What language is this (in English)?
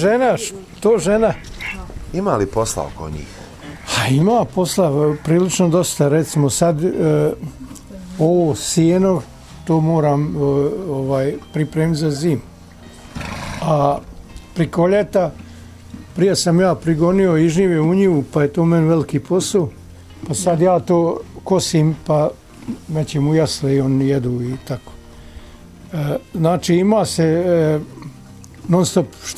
Bosnian